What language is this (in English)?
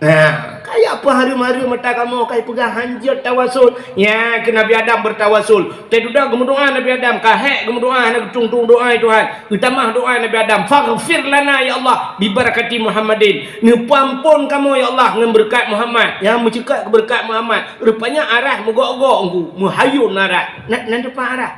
Achinese